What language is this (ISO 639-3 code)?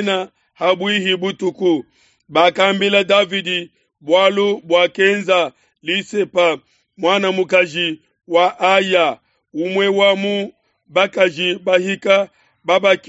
lua